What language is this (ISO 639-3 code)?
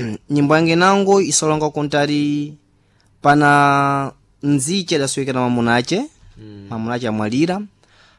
seh